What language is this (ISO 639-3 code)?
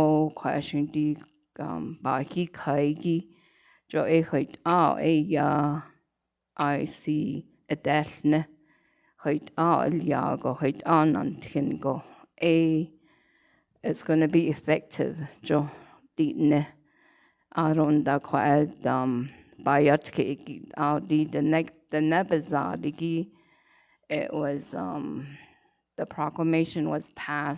nav